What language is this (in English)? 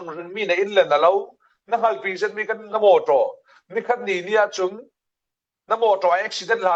Falam Chin